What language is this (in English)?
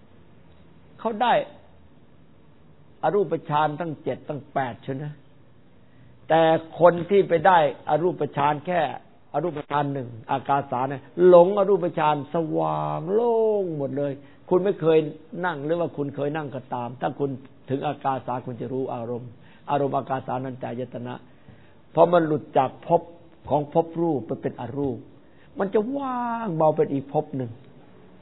Thai